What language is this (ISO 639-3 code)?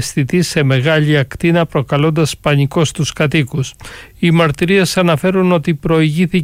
ell